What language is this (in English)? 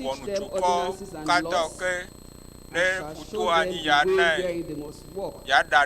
Ewe